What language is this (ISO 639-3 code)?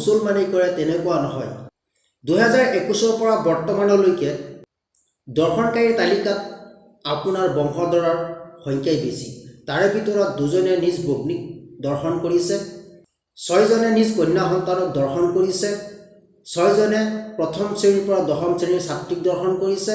asm